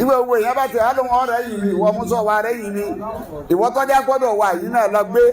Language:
Yoruba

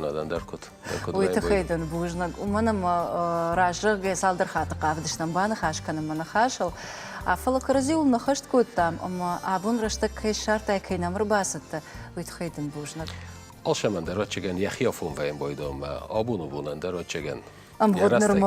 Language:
Ossetic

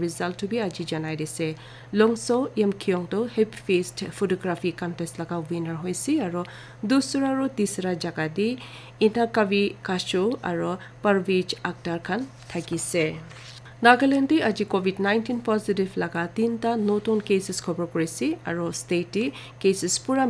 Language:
Naga Pidgin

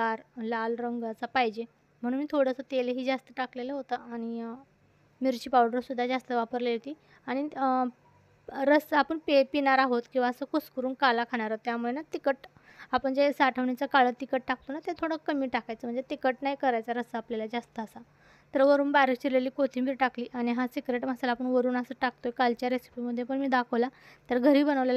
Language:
Marathi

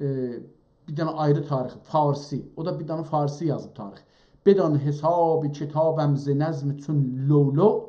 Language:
South Azerbaijani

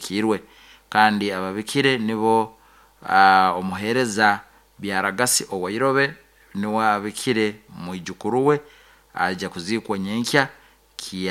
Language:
Nyoro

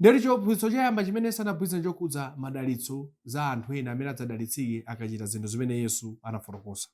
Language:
Nyanja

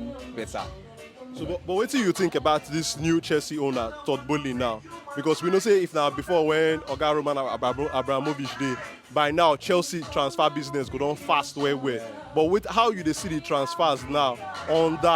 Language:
Nigerian Pidgin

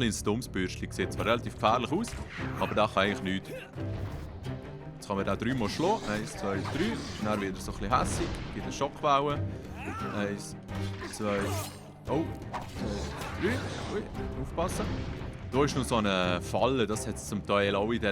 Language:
Swiss German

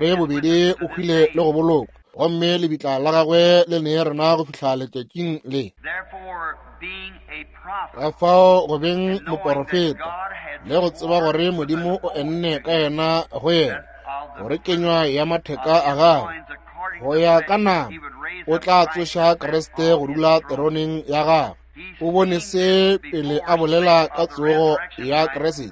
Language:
Northern Sotho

